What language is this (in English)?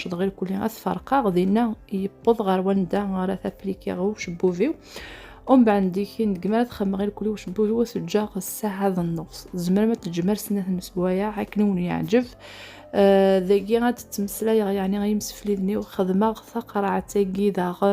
Kabyle